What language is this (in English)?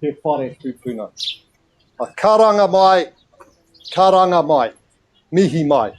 Māori